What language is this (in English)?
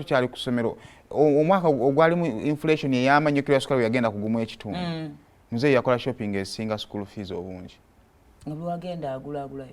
Ganda